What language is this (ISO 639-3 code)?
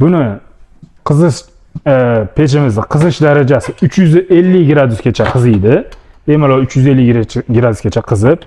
uzb